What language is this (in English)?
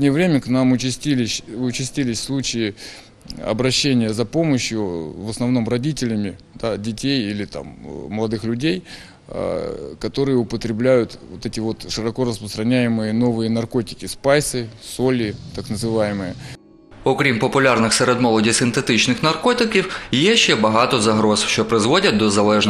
Ukrainian